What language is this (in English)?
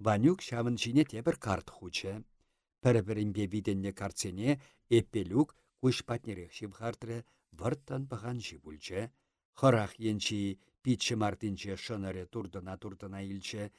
Chuvash